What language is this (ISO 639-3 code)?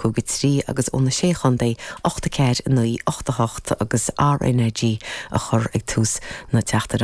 gle